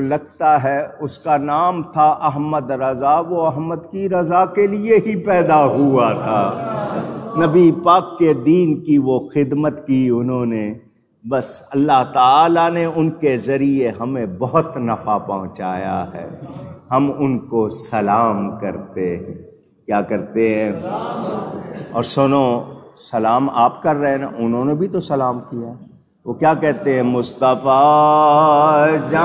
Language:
Urdu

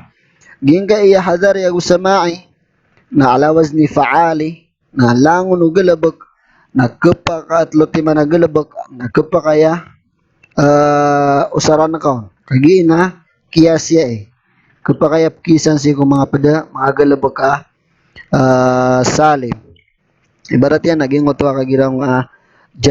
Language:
Maranao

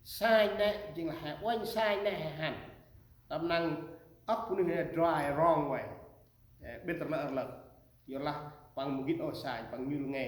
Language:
Central Mnong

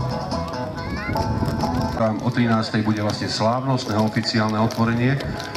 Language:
Slovak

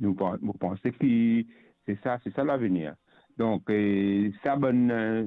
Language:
Morisyen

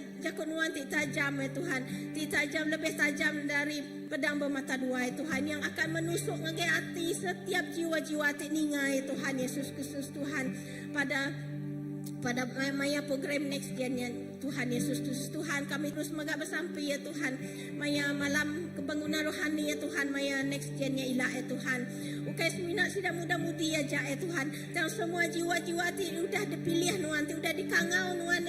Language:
Iban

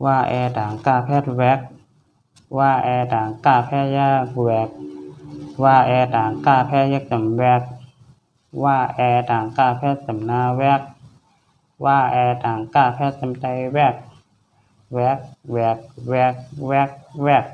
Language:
Shan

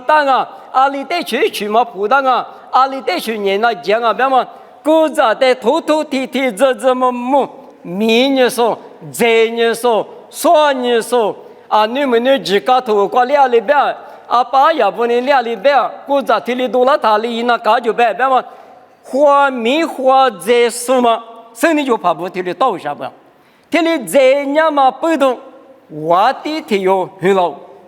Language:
Lisu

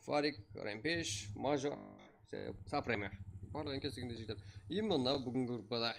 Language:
Kara-Kalpak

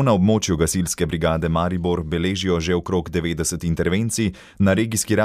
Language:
Slovenian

